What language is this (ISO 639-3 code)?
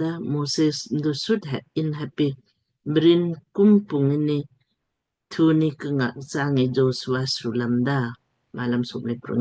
lmk